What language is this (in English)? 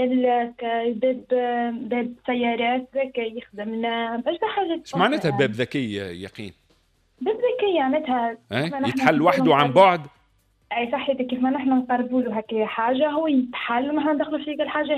Tunisian Arabic